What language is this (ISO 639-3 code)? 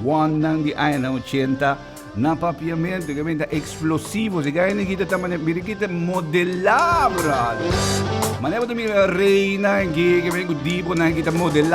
pap